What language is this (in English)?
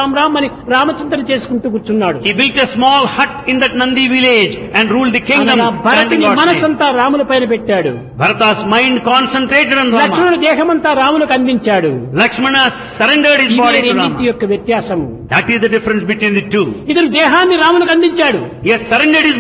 Telugu